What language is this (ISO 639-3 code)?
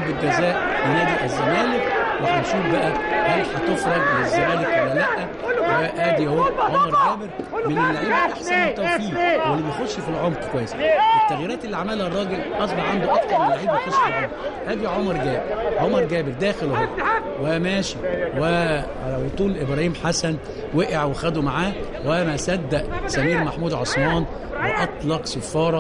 arz